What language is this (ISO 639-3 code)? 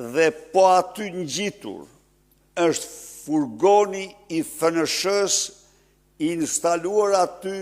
sqi